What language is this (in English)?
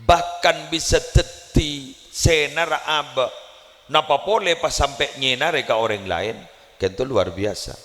Madurese